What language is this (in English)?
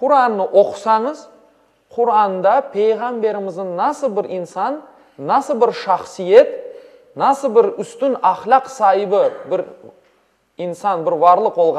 Crimean Tatar